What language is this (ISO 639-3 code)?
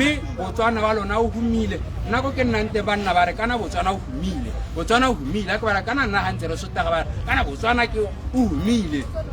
tsn